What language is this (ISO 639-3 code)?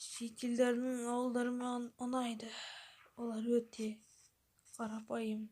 kaz